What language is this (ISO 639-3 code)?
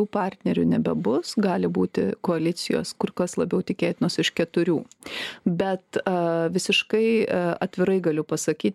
lit